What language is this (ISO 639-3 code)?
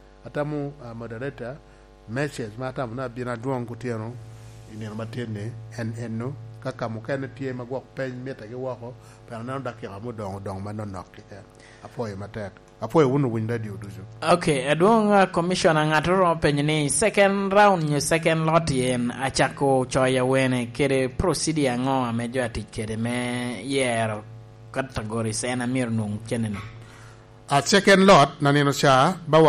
laj